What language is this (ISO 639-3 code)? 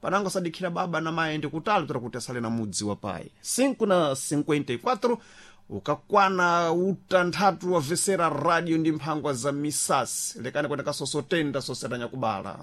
seh